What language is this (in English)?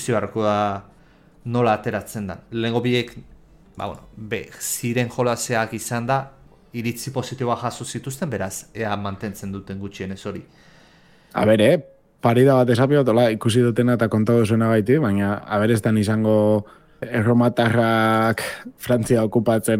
Basque